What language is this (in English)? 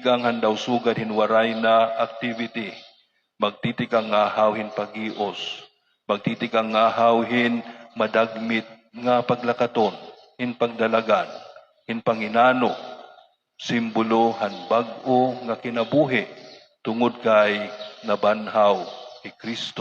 Waray